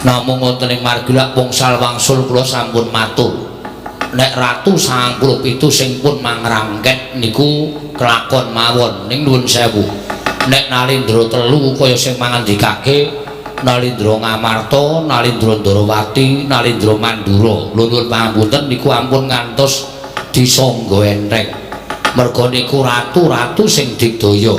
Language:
Javanese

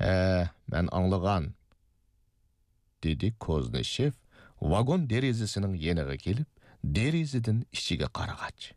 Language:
Uyghur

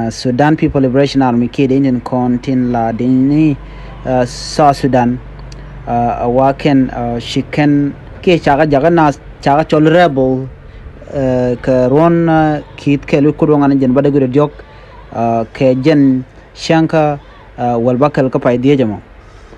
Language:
Nuer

